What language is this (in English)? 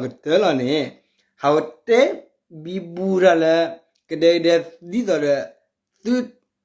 S'gaw Karen